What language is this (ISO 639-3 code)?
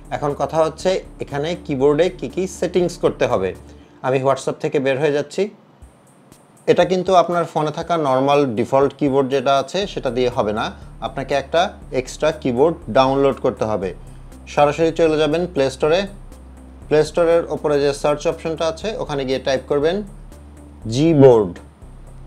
ben